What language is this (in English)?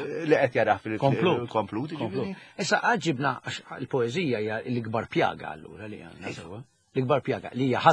Maltese